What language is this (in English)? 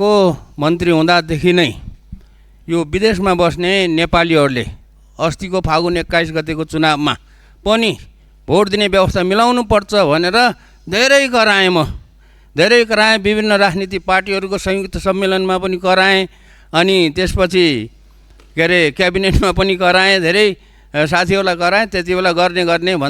Nepali